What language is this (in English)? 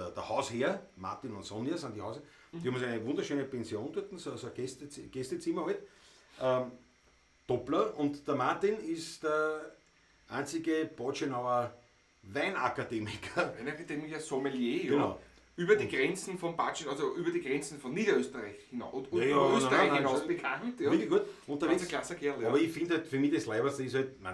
Bavarian